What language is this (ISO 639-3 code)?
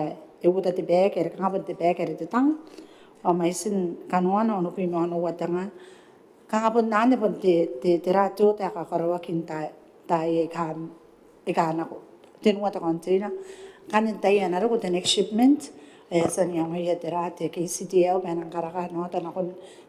gil